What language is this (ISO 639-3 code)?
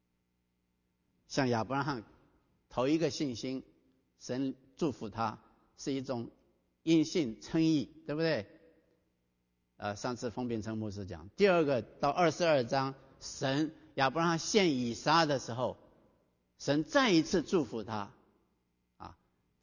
zho